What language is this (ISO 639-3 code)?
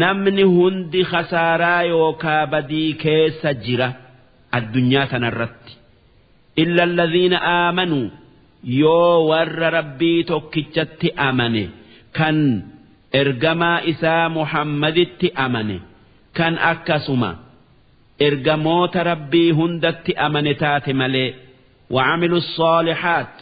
orm